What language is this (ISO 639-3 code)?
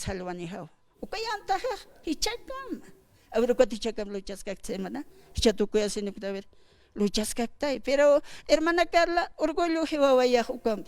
aym